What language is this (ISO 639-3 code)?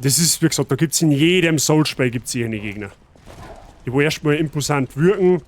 bar